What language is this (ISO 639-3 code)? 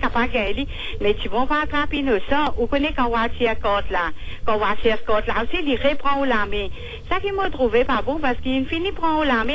mfe